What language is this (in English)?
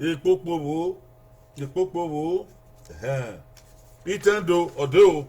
Bini